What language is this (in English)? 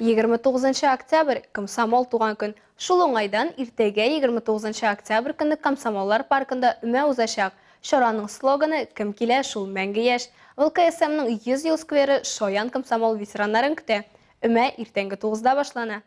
Tatar